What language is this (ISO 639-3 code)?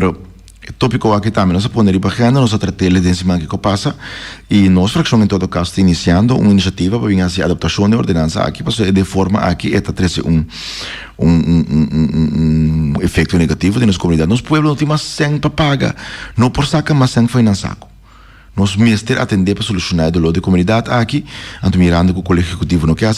pap